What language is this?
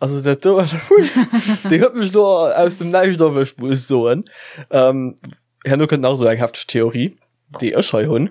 Luxembourgish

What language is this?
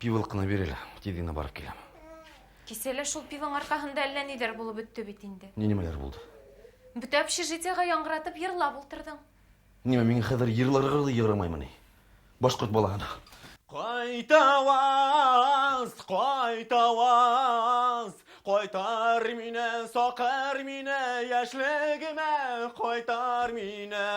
Bashkir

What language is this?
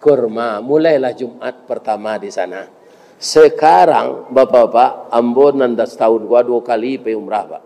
Minangkabau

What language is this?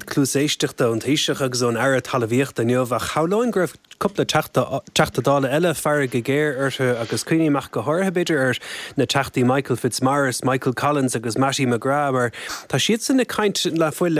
Irish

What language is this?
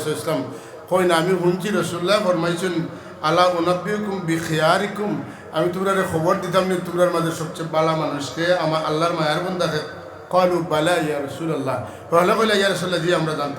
Sylheti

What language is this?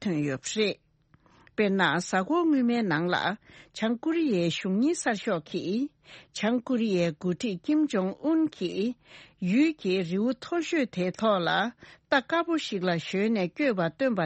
Tibetan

